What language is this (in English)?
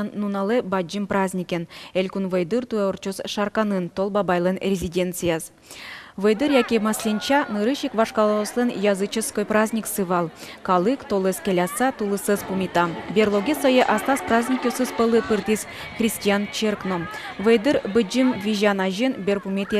Udmurt